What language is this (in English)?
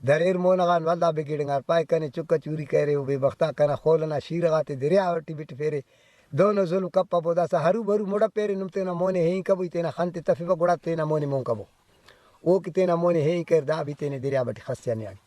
Brahui